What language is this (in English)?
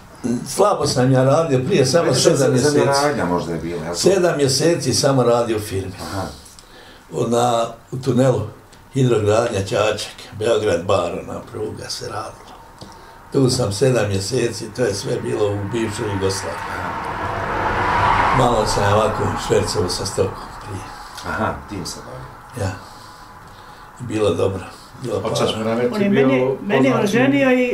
Bosnian